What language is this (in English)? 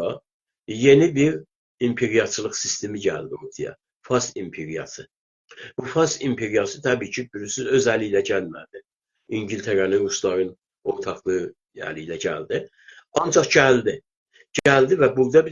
South Azerbaijani